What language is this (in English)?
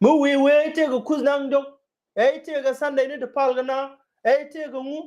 Nuer